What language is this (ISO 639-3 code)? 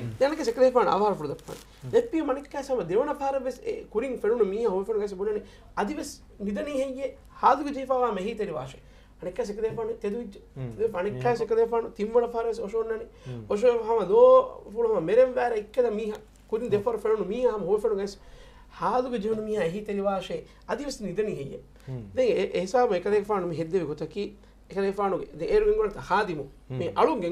div